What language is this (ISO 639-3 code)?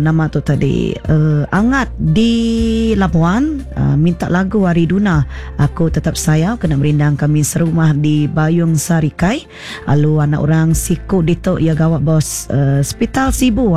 iba